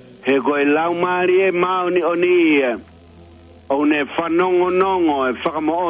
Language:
Tongan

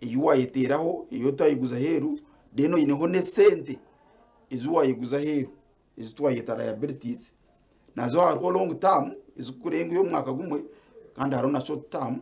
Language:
Nyankole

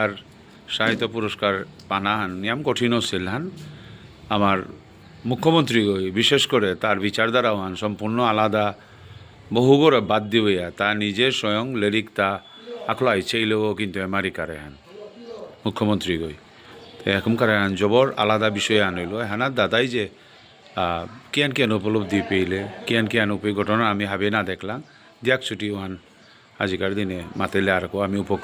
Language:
Bishnupriya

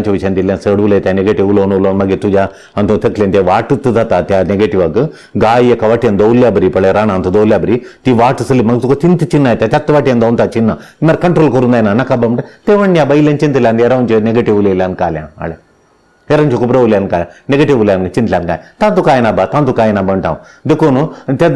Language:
Konkani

